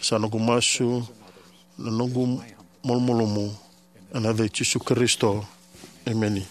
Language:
Fijian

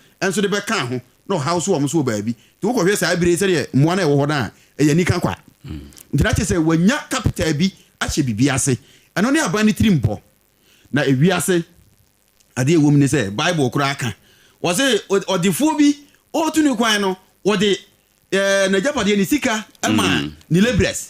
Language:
Akan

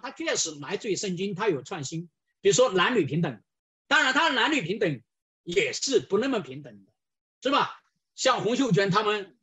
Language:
Chinese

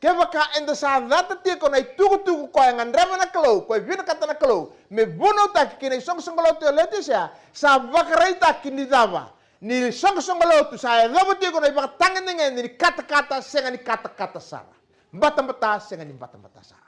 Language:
Fijian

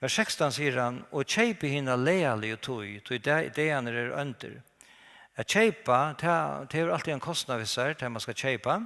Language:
Faroese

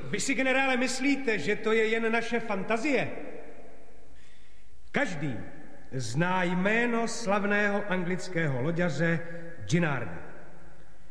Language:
Czech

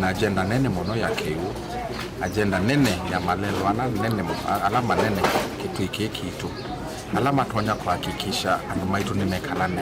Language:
Kamba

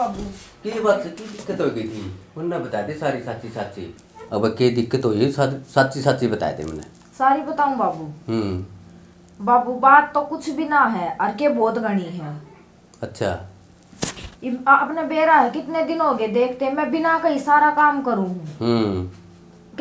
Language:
Haryanvi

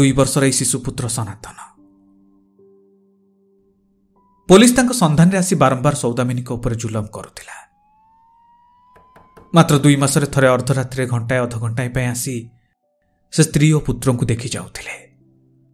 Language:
Odia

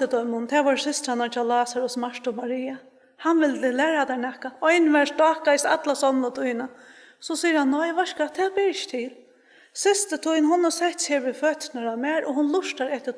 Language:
Faroese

